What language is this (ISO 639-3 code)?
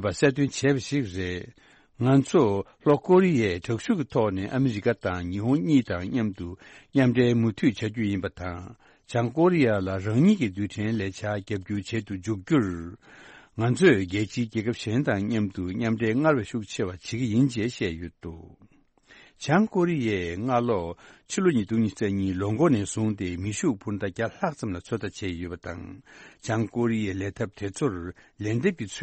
bod